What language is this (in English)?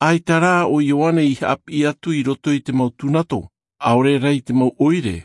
Tahitian